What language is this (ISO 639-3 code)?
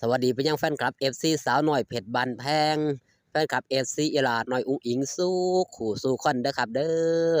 tts